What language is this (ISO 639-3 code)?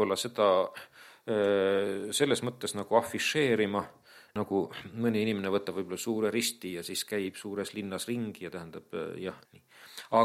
est